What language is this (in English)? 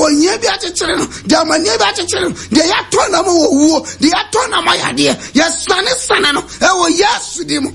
Akan